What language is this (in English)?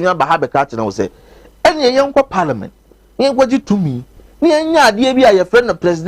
Akan